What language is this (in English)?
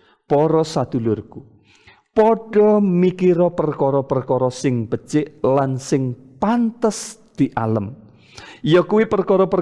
Javanese